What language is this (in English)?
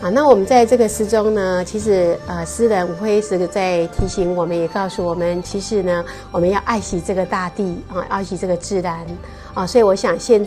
Chinese